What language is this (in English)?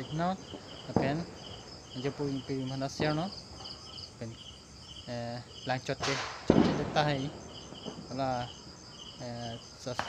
Karbi